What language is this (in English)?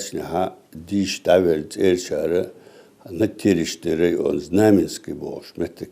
Ingush